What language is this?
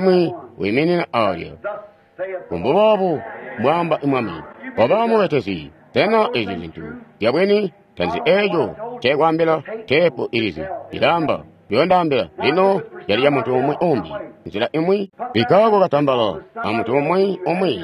Tonga (Zambia)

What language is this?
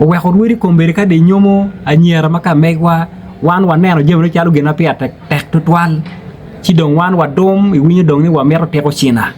Acoli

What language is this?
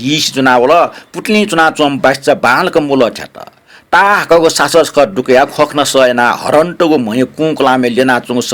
Newari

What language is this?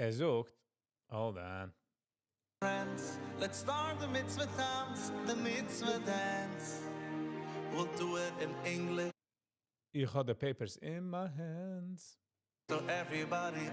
Yiddish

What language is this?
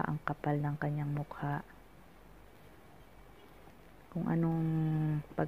Filipino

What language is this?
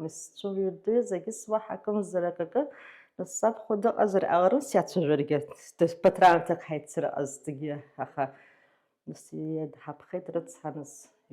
Abkhazian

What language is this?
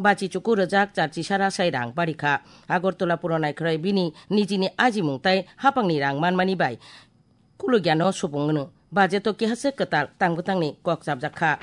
Kok Borok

